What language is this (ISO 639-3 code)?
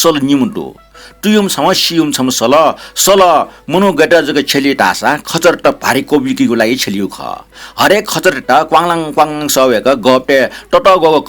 new